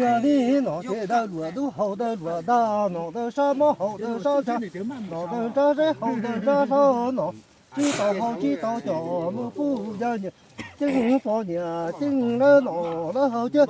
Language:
Hmong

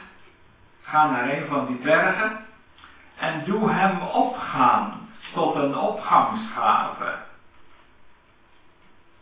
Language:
Dutch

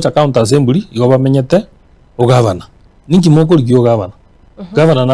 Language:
Gusii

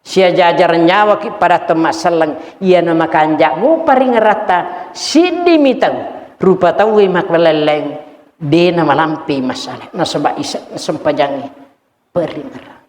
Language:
Buginese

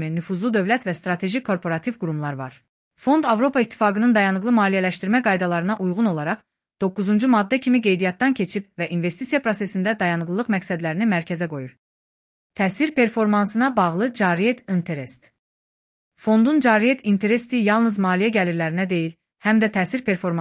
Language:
Azerbaijani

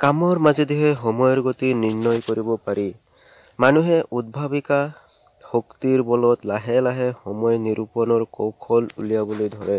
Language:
Assamese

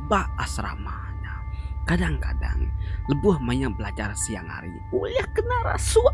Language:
Iban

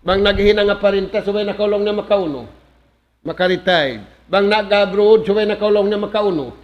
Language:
Tausug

